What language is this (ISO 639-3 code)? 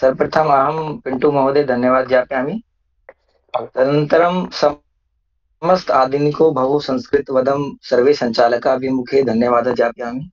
san